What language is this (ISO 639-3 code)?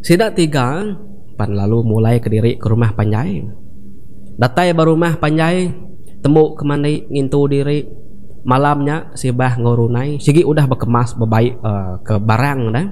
iba